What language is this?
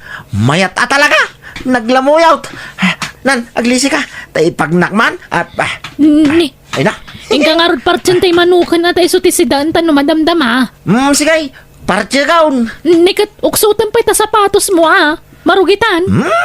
Iloko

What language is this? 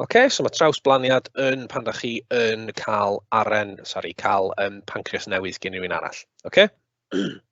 Welsh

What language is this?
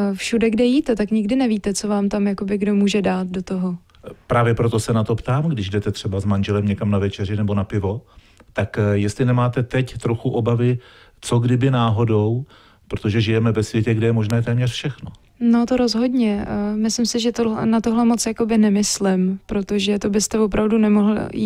Czech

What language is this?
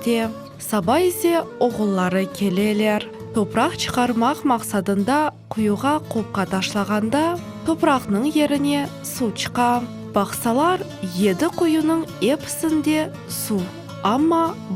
Crimean Tatar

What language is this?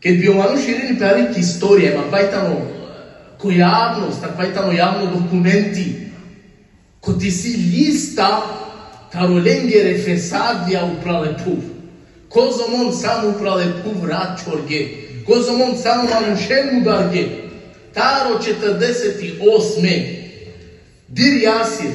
Balkan Romani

